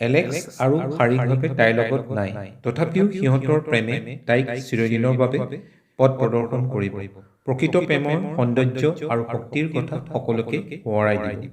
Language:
Assamese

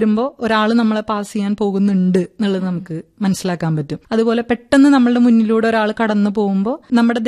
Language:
Malayalam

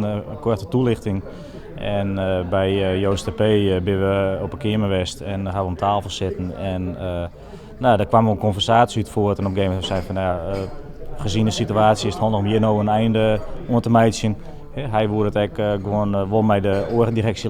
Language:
Western Frisian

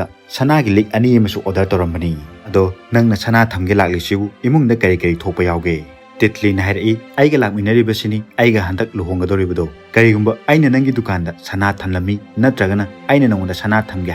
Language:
Manipuri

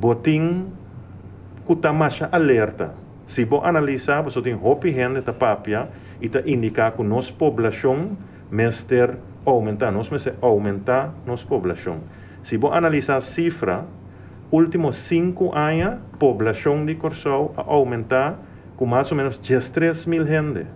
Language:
Papiamento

